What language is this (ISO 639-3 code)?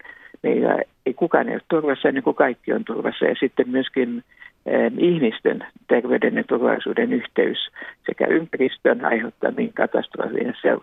fin